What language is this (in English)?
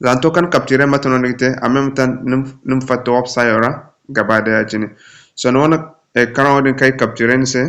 Zarma